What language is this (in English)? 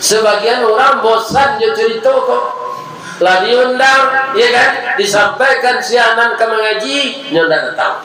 Minangkabau